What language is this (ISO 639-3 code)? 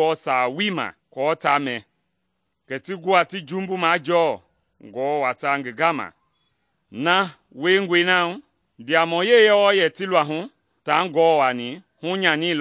men